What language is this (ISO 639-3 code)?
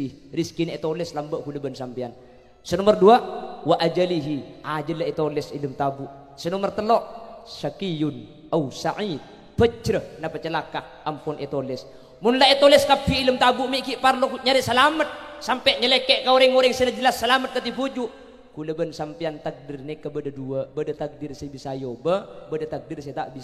mad